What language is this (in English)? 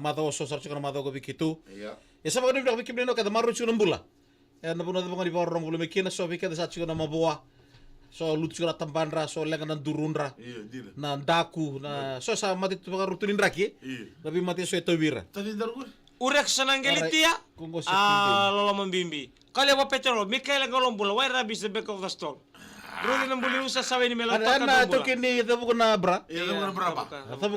Fijian